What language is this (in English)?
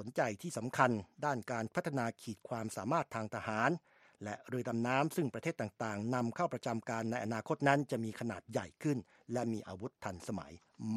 Thai